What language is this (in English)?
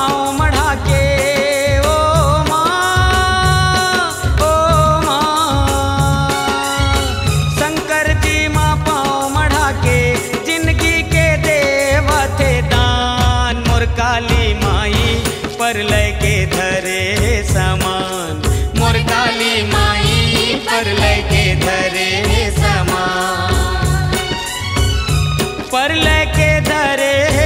Chhattisgarhi